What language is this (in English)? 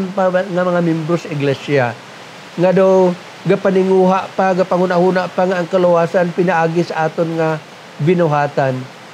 Hiligaynon